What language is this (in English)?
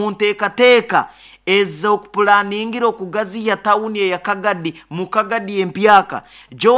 Nyoro